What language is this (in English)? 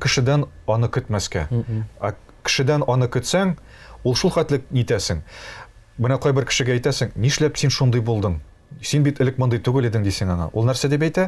Tatar